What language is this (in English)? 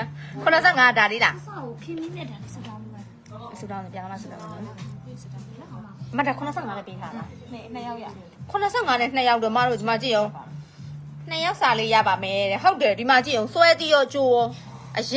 Burmese